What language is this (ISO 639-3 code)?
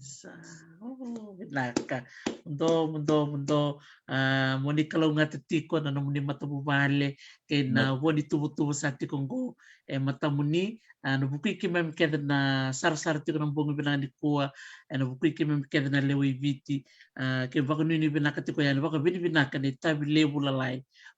fij